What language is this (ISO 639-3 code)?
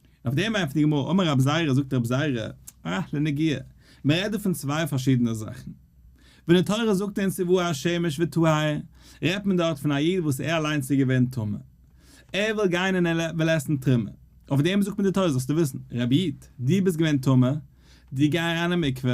yid